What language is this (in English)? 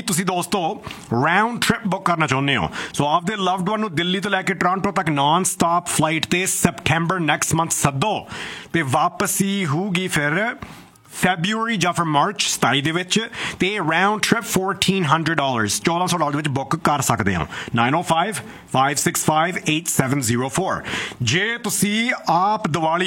Punjabi